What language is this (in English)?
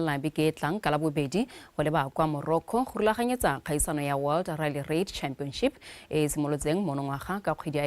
Tswana